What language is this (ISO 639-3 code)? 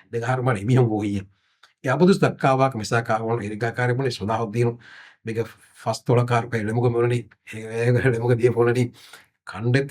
div